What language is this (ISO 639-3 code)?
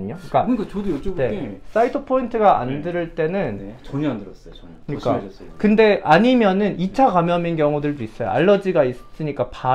kor